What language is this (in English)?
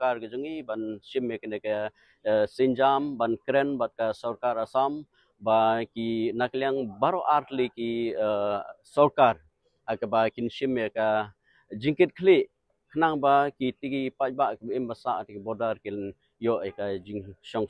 Khasi